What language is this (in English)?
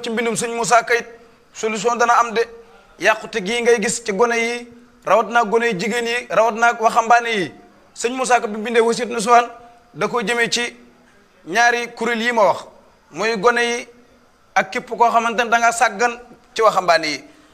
Wolof